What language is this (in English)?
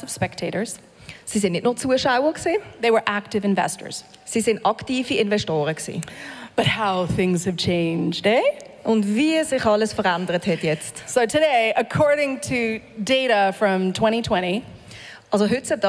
Swiss German